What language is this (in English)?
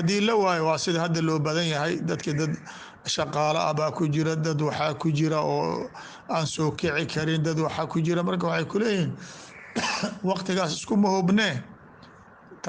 Somali